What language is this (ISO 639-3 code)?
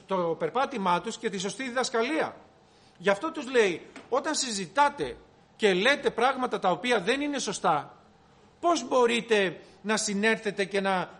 ell